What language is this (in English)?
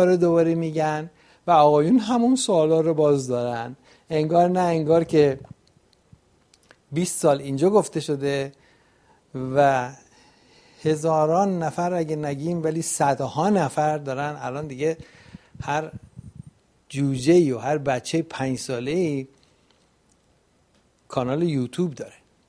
Persian